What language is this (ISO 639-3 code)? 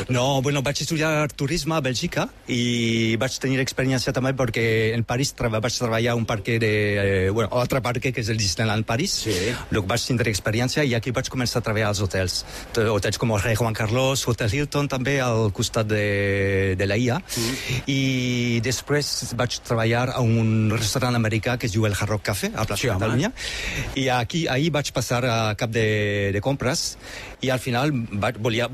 cat